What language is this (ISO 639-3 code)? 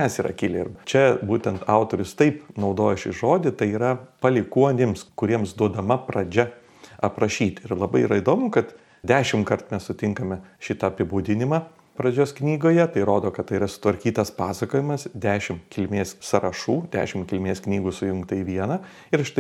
lit